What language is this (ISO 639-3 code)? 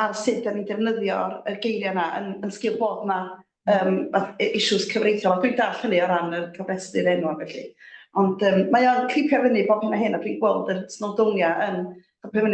cym